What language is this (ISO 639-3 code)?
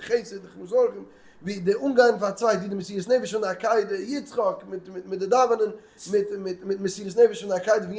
yid